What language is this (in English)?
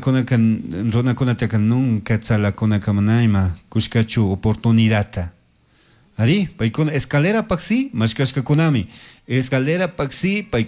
Chimborazo Highland Quichua